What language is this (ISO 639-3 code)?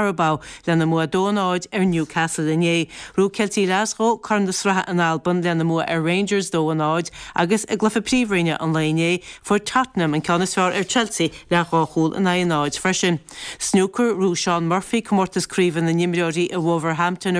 gle